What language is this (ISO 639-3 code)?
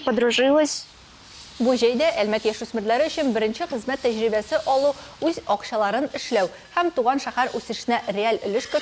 tat